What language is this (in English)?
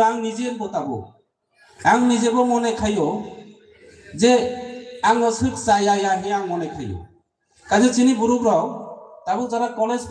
Kok Borok